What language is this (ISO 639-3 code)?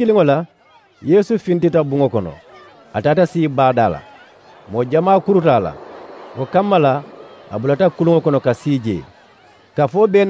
man